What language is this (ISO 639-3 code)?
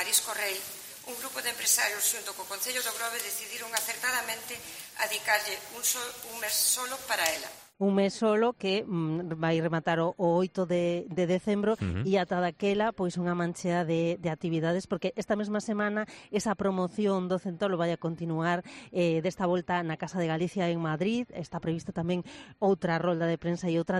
glg